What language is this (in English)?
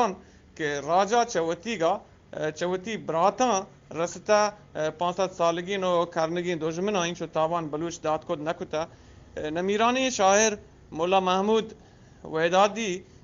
Eastern Balochi